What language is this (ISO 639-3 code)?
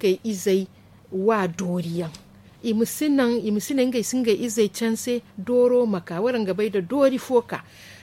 dje